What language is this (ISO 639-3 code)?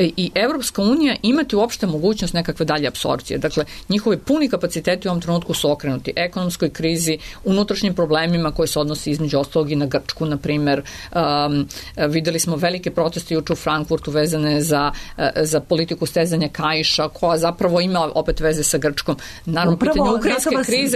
srp